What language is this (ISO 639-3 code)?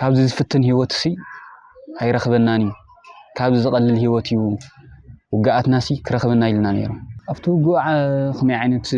tir